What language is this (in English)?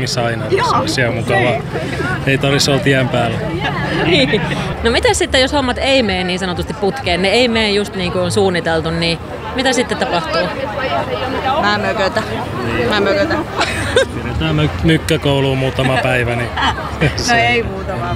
Finnish